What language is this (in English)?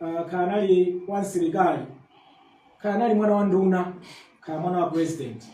Nyanja